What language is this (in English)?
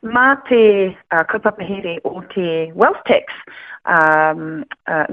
Māori